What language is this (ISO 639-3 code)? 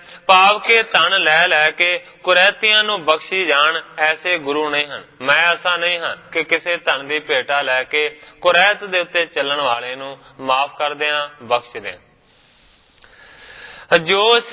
pan